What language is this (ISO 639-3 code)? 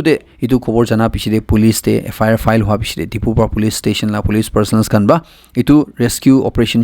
nag